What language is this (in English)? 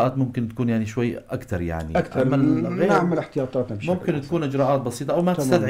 North Levantine Arabic